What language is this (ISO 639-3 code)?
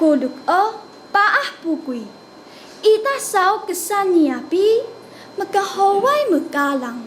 trv